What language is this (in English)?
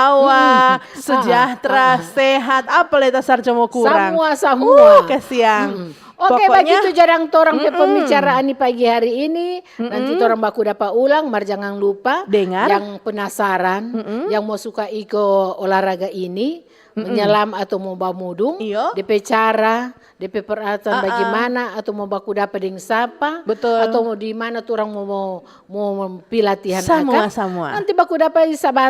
Manado Malay